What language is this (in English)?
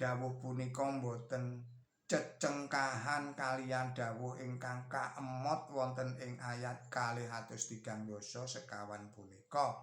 Javanese